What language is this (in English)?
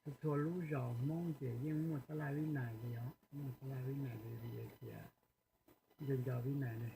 Hmong